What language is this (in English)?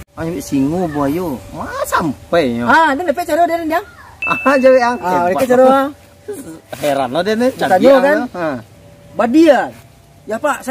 Minangkabau